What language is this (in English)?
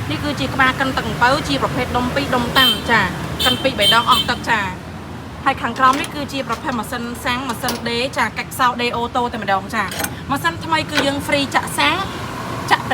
Khmer